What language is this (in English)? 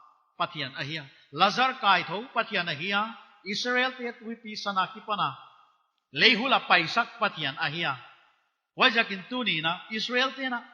Paite Chin